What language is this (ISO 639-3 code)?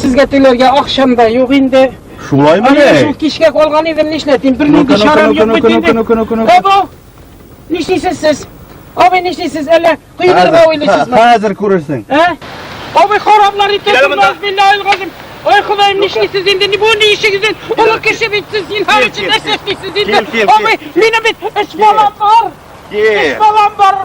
tat